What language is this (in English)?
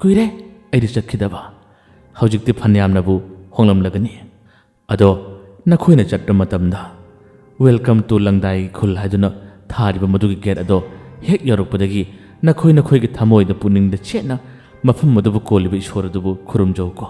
Manipuri